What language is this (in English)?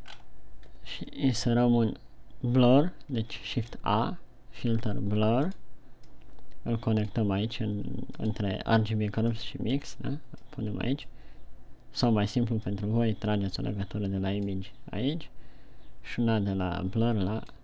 Romanian